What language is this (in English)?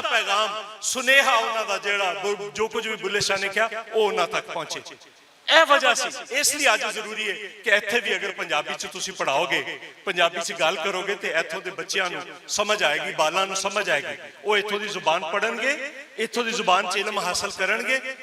Western Panjabi